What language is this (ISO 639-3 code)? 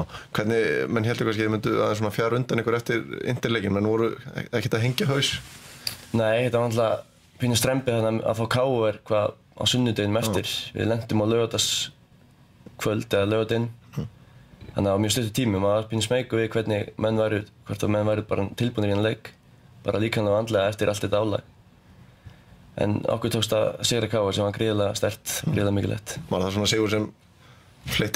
isl